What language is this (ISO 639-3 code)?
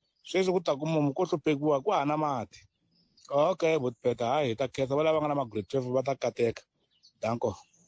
tso